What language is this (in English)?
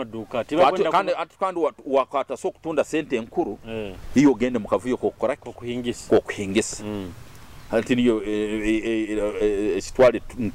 Nyoro